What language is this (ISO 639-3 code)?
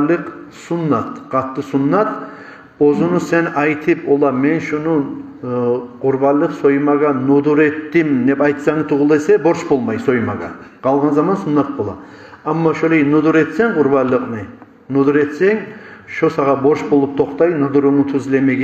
kum